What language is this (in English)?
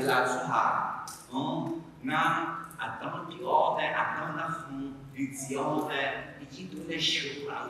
Akha